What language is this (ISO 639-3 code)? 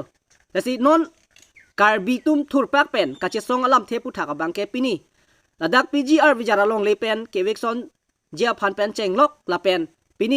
mjw